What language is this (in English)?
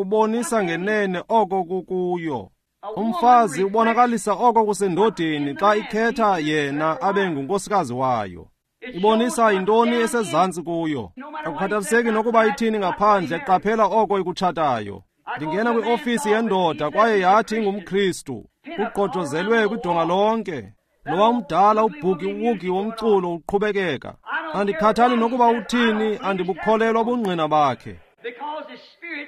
Xhosa